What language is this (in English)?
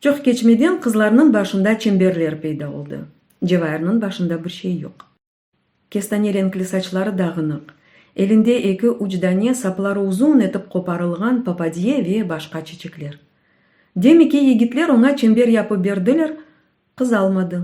Crimean Tatar